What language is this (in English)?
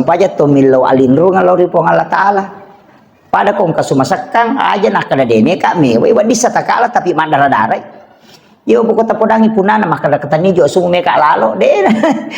Buginese